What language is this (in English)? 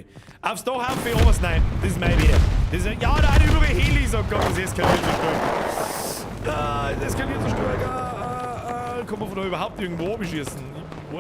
Bavarian